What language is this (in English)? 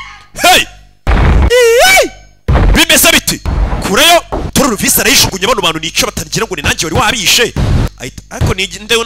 Kinyarwanda